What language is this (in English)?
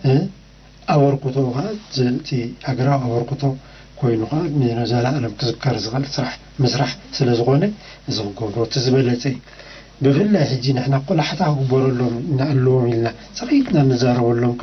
Tigrinya